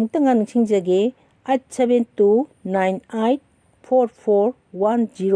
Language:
Manipuri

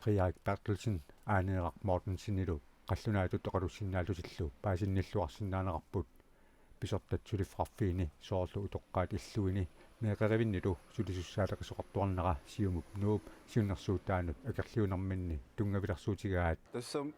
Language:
Kalaallisut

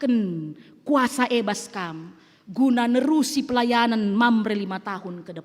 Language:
Batak Karo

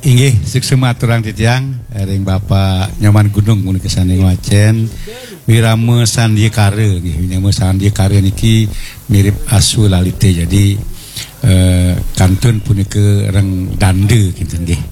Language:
Balinese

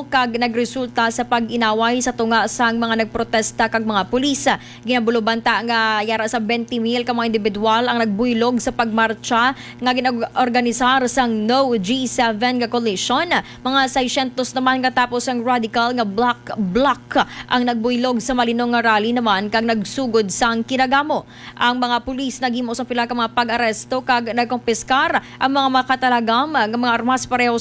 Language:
Hiligaynon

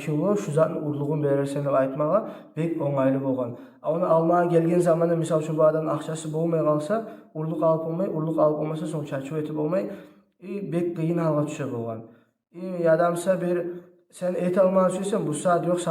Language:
Kumyk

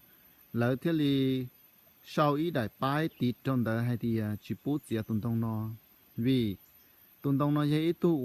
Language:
Hmong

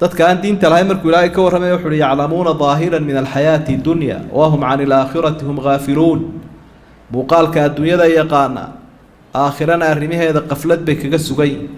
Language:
Somali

